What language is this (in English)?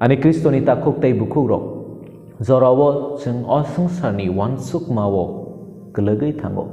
Kok Borok